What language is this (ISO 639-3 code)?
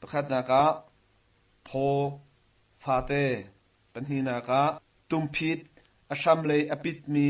cnh